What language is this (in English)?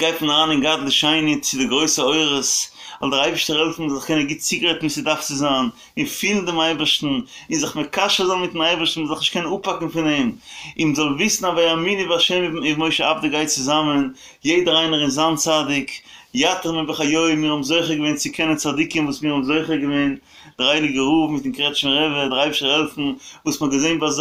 Yiddish